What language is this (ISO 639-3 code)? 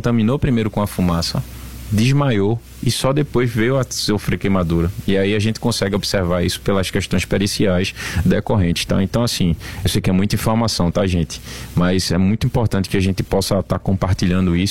por